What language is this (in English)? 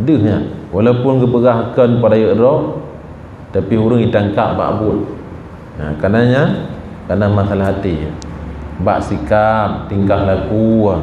Achinese